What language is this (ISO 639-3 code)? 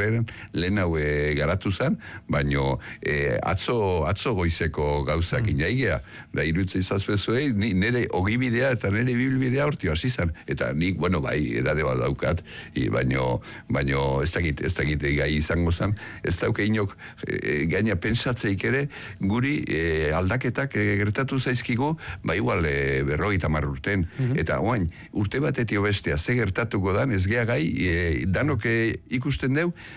eus